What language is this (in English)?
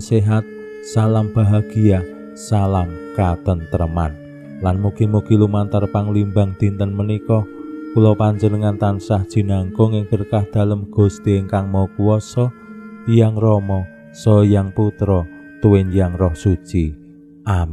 Javanese